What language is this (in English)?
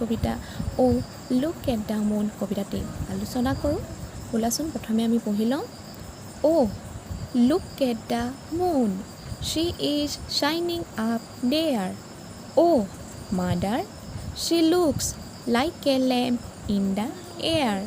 Assamese